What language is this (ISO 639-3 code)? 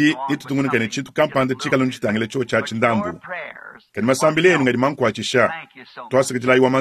lua